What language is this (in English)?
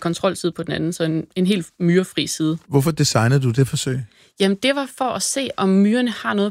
Danish